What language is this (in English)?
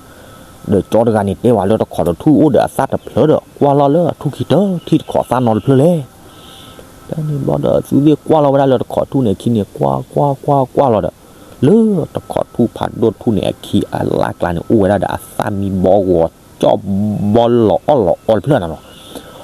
S'gaw Karen